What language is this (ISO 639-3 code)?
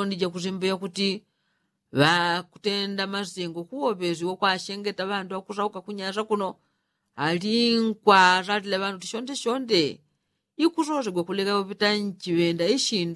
yao